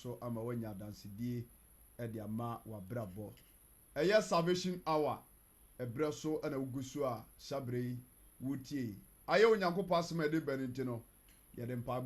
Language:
Akan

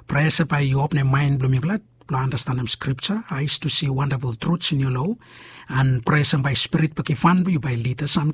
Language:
Bislama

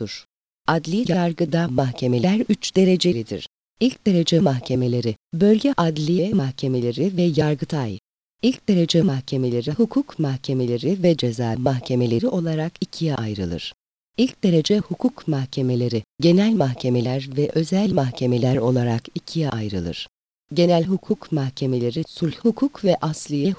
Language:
Turkish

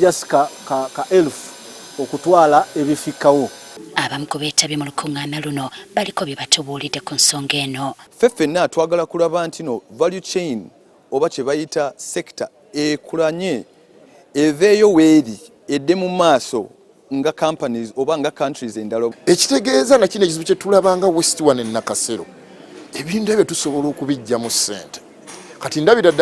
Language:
Ganda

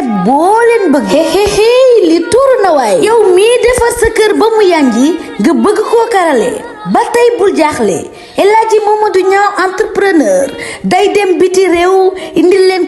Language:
Wolof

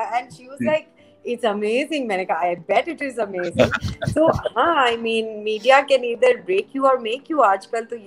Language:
Urdu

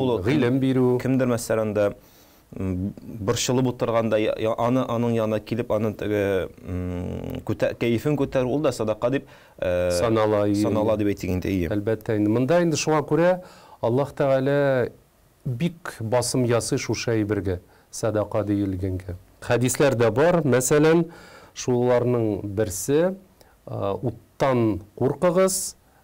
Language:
Tatar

